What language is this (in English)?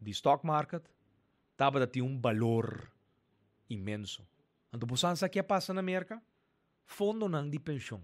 Papiamento